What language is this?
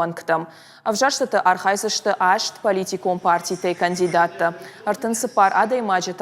Ossetic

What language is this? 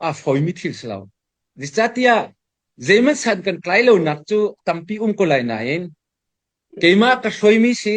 Hakha Chin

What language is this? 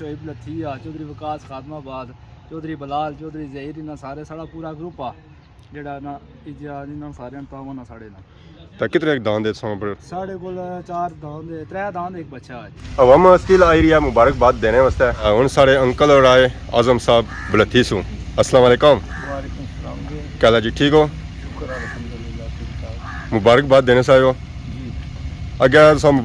Pahari-Potwari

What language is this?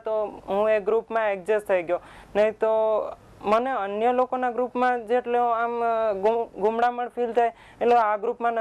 Gujarati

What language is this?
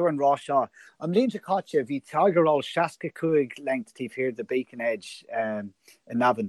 Irish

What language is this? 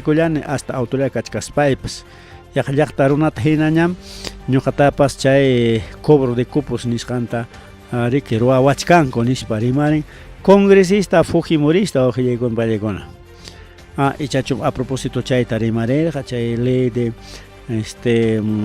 Ayacucho Quechua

